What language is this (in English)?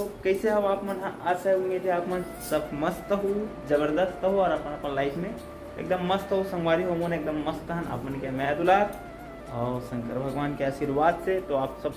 Chhattisgarhi